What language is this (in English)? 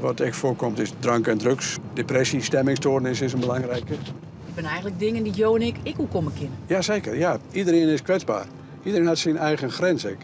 Western Frisian